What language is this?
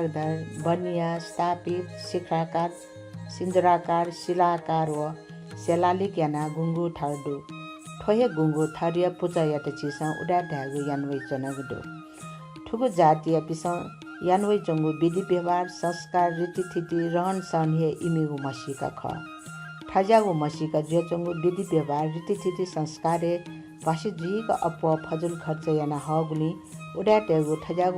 Newari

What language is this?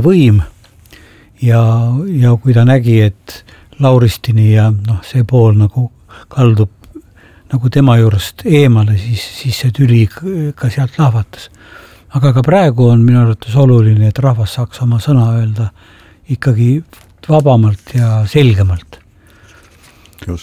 Estonian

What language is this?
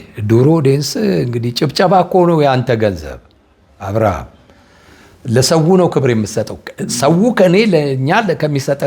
Amharic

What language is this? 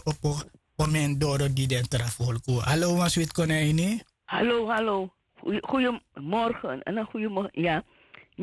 Sranan Tongo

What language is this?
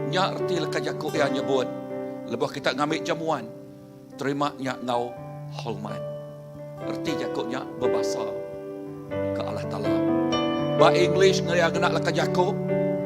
Iban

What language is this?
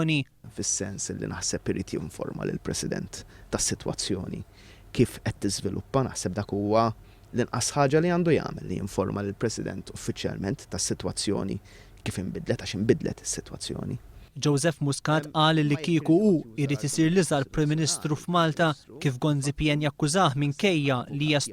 Maltese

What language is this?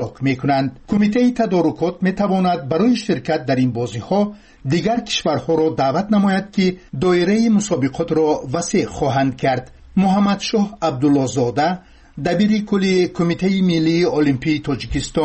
Tajik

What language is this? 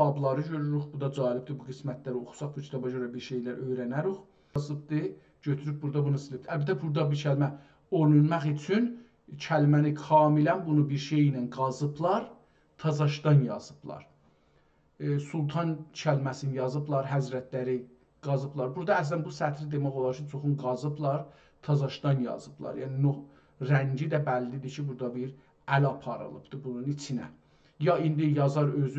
South Azerbaijani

